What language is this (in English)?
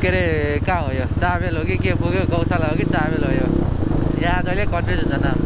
Nepali